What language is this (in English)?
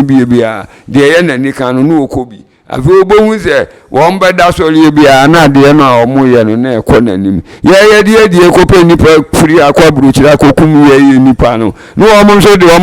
Akan